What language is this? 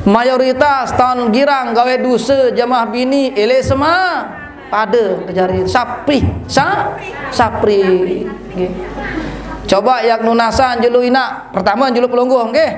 Sasak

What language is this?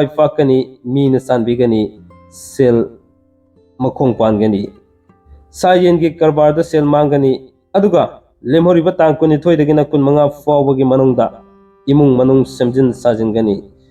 Manipuri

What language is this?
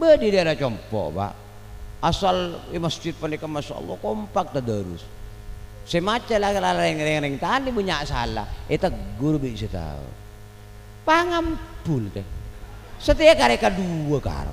Madurese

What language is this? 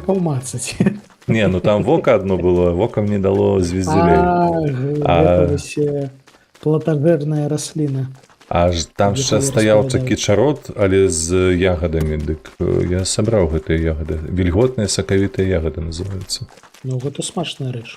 Belarusian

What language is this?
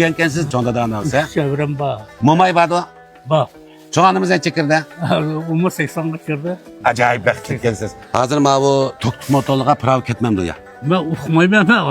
Uyghur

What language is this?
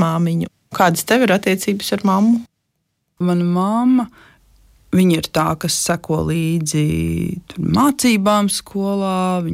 Latvian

